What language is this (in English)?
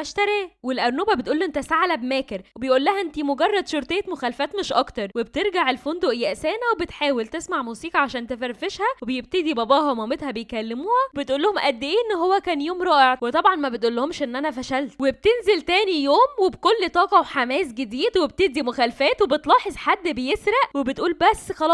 Egyptian Arabic